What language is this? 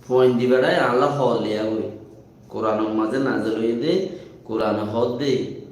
Rohingya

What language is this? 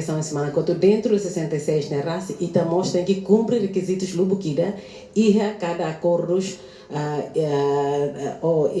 Tetum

